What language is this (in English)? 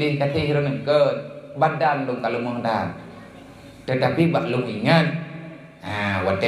Achinese